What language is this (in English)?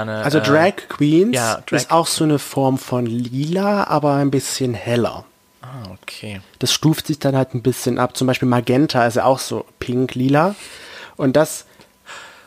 German